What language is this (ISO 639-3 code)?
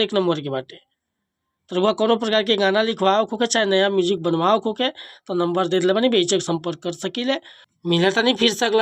bho